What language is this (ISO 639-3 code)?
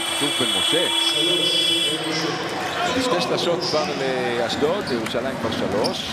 heb